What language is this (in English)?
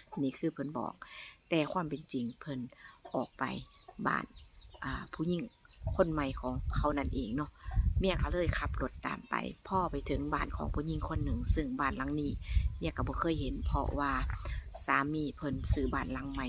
Northeastern Thai